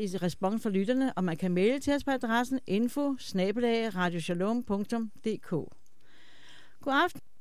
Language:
Danish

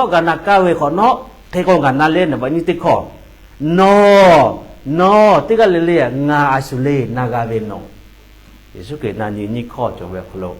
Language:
Lahu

